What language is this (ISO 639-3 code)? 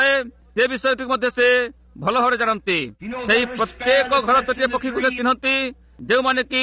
ori